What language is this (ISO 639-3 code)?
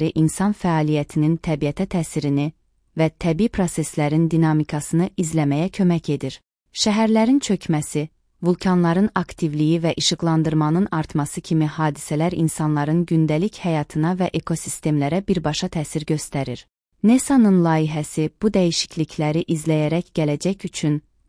aze